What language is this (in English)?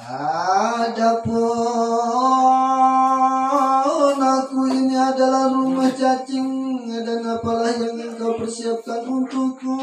Sasak